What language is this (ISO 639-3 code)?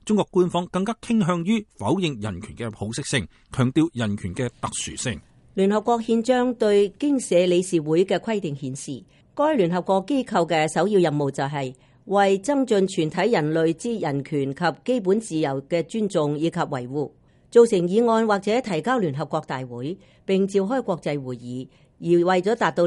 yue